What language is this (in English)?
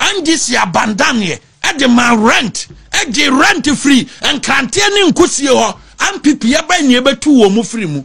Akan